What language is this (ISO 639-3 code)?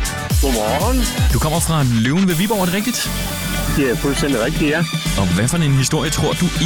dan